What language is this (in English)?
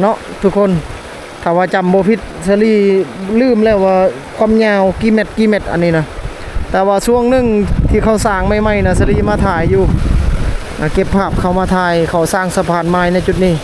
Lao